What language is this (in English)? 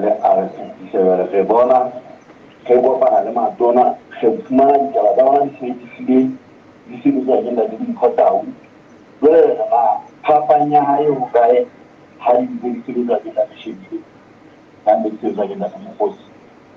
Southern Sotho